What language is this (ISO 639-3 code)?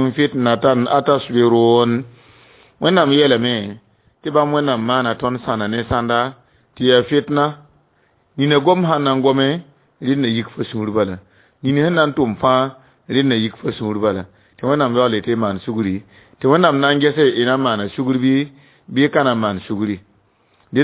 mos